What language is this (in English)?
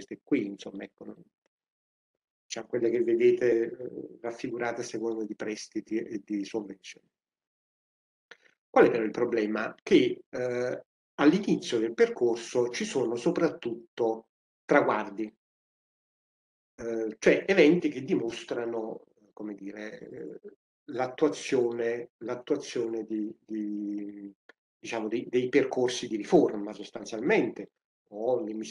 Italian